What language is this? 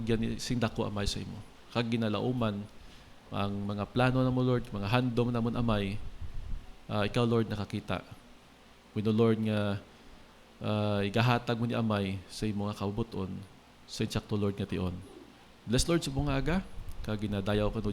Hiligaynon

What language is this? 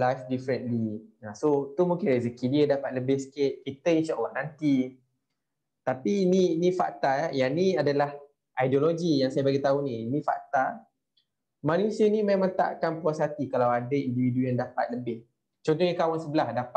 Malay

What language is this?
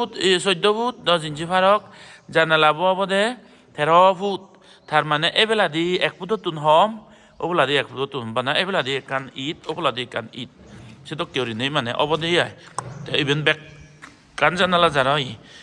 Chakma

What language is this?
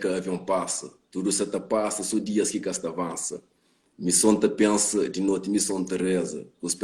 Kabuverdianu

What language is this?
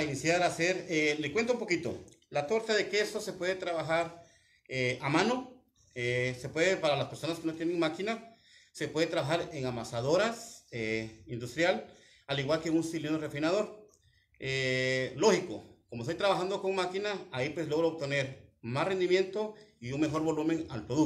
Spanish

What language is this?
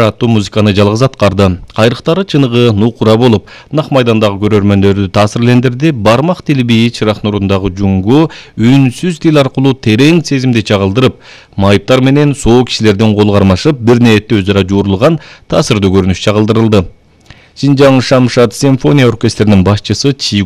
Kyrgyz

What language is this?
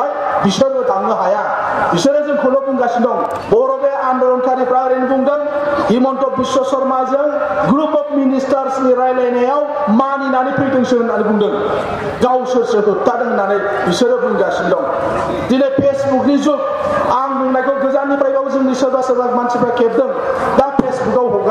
Bodo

